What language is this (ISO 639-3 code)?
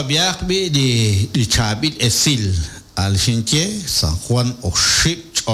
kek